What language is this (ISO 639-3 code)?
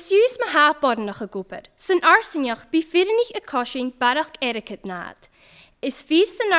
gla